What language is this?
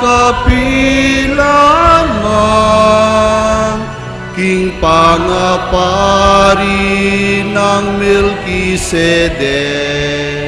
Pampanga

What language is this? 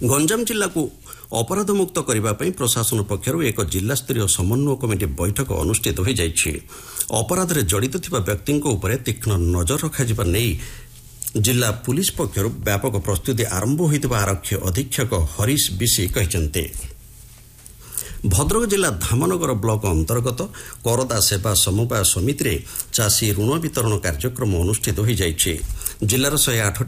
Odia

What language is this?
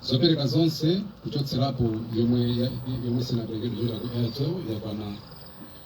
Nyanja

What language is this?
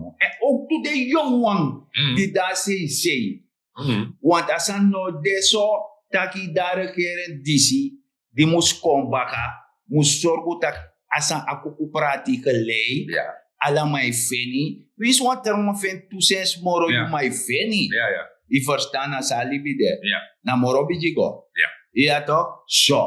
Sranan Tongo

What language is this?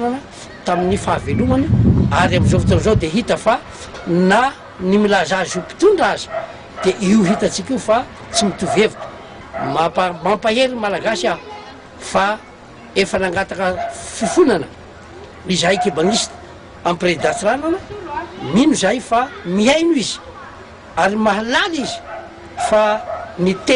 Malagasy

